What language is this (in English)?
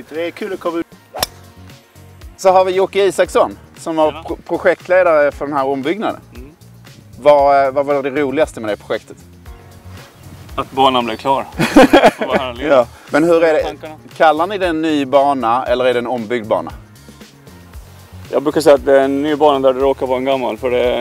Swedish